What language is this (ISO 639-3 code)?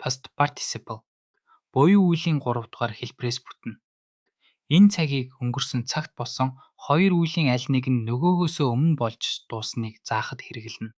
mon